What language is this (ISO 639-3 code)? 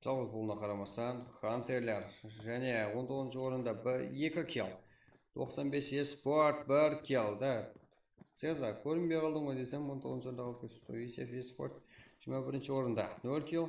kaa